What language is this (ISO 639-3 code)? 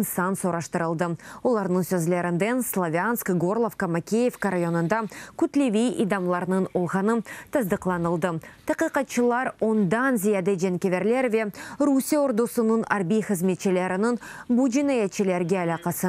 crh